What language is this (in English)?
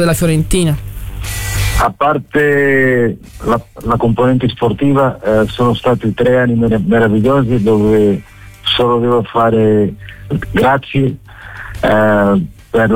Italian